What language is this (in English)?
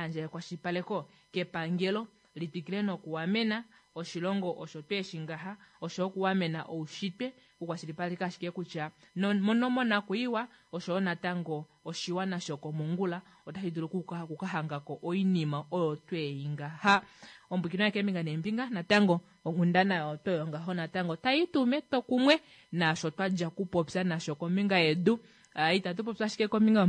Kuanyama